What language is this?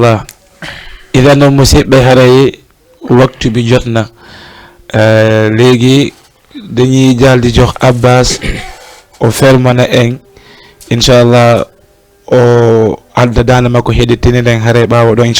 Fula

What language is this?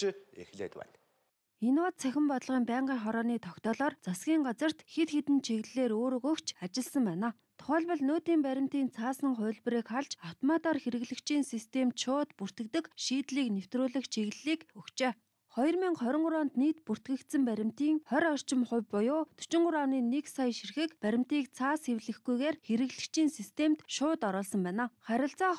Mongolian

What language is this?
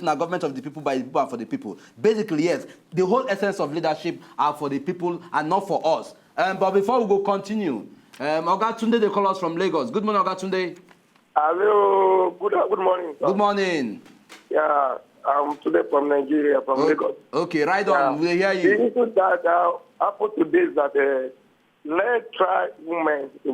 Nigerian Pidgin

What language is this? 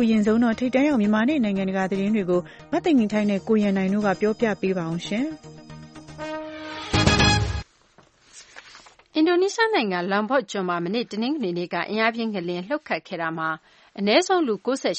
Burmese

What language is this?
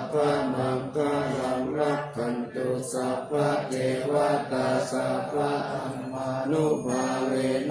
Pali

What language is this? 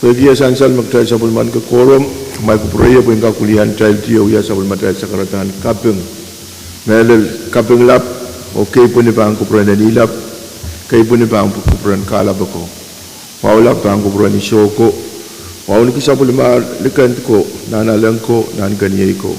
Pohnpeian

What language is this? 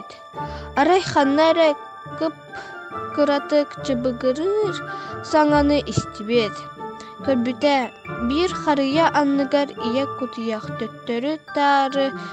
Yakut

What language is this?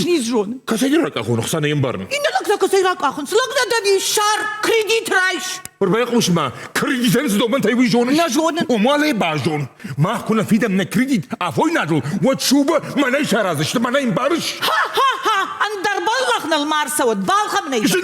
Ossetic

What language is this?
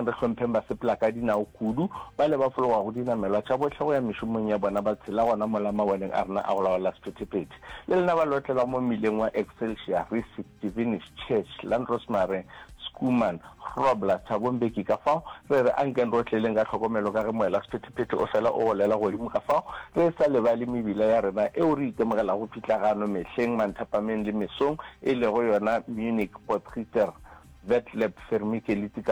Northern Sotho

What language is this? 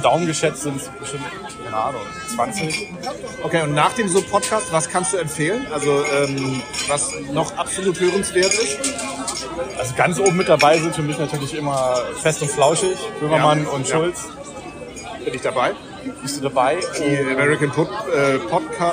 German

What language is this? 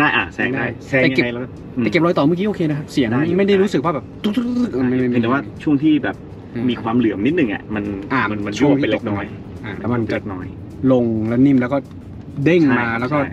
Thai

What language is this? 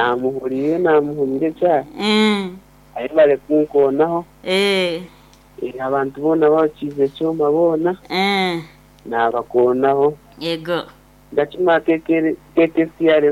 Nyankole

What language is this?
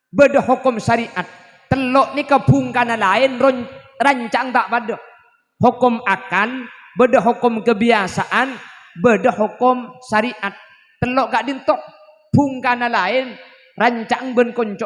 Madurese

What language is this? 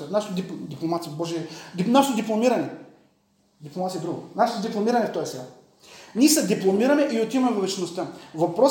Bulgarian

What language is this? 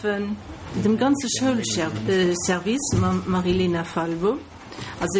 Luxembourgish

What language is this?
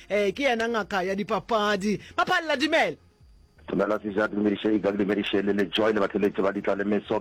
Northern Sotho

